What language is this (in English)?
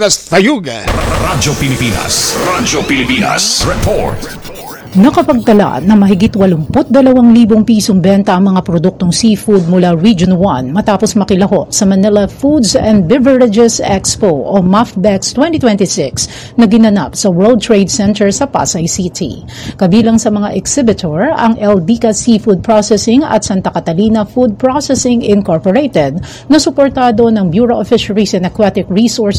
Filipino